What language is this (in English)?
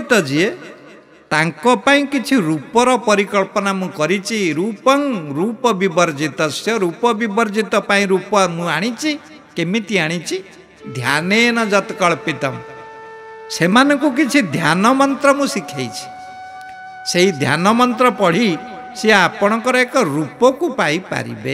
Odia